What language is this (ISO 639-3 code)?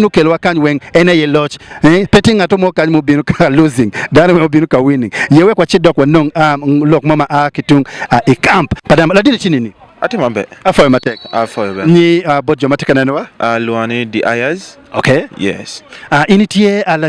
ach